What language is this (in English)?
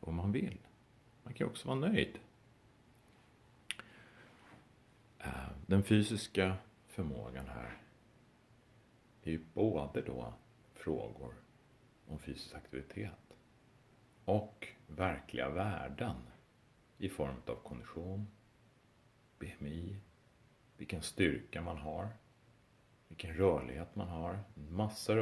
Swedish